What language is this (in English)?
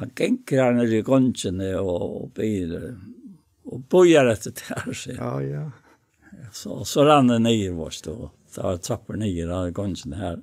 Faroese